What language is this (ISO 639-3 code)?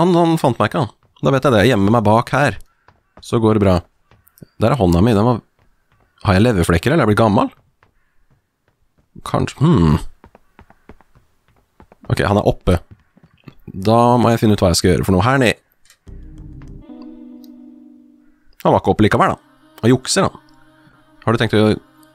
nor